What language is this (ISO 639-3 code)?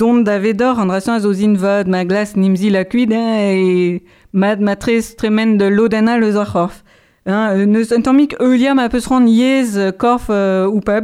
bre